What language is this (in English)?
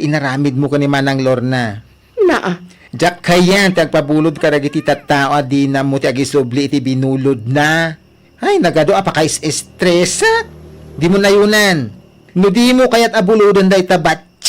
Iloko